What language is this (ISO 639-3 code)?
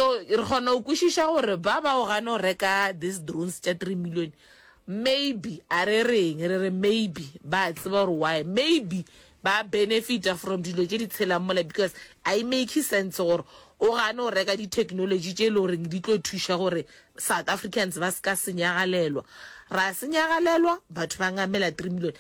nso